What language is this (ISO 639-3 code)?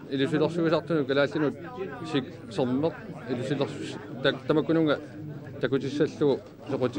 kal